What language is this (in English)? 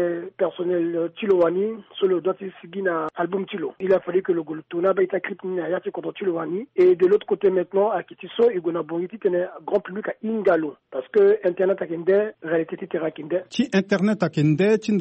Sango